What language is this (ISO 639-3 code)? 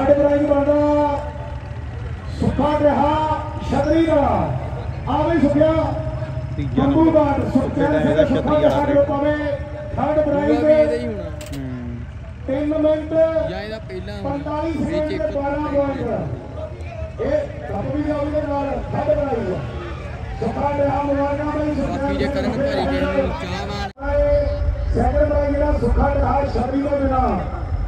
pan